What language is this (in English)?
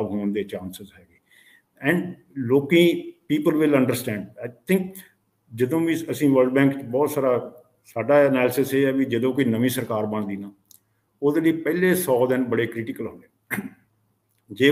Punjabi